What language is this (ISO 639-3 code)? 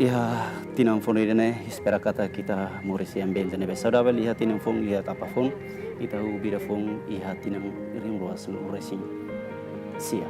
tet